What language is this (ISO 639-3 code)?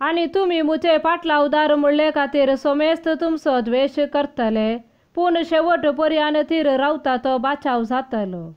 kok